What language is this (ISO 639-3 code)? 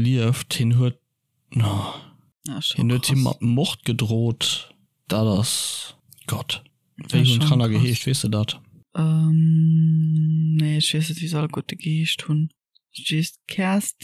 ltz